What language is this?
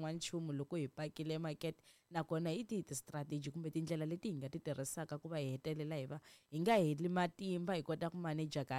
Tsonga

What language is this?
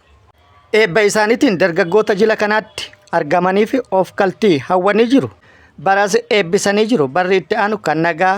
Oromo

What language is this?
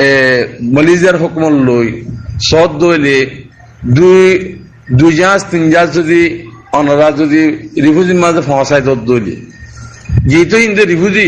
Rohingya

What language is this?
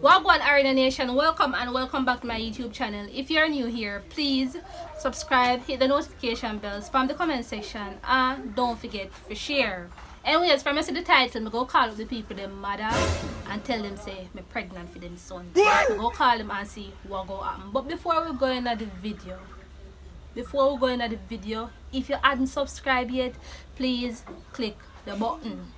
Jamaican Creole English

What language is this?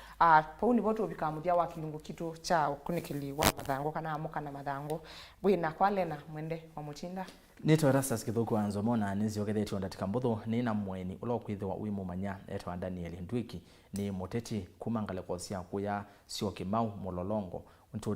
Kamba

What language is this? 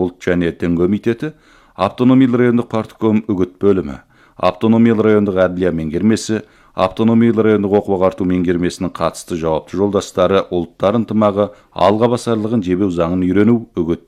Kazakh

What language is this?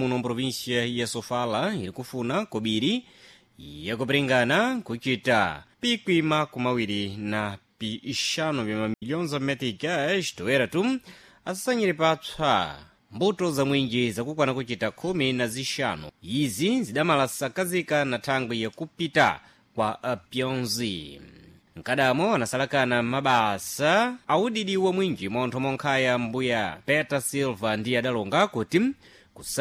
Sena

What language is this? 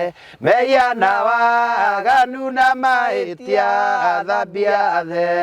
Kikuyu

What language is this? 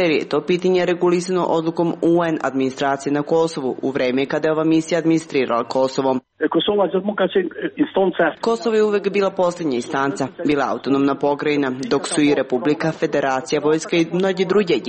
Serbian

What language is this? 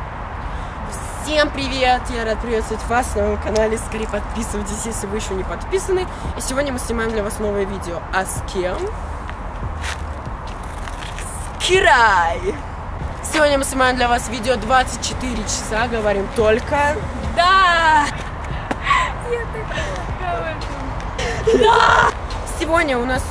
Russian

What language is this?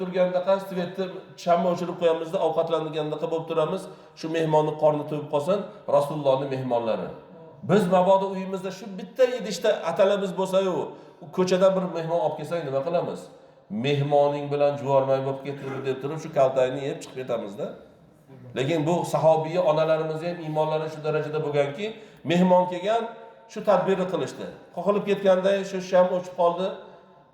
Uzbek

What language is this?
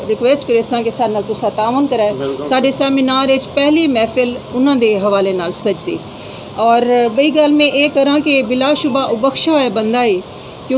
Saraiki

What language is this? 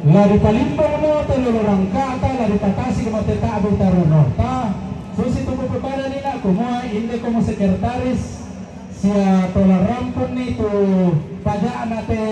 Toraja-Sa'dan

